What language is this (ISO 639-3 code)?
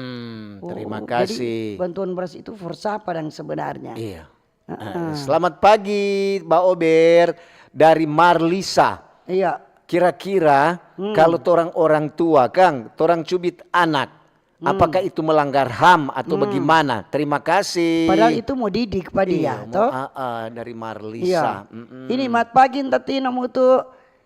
xmm